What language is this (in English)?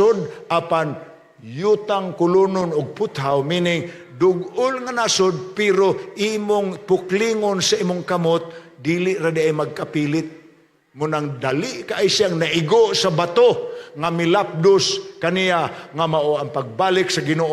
Cebuano